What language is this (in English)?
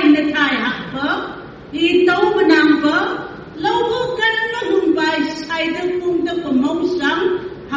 Phom Naga